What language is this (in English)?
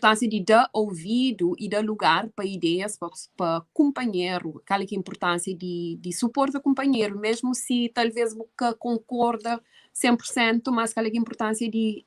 Kabuverdianu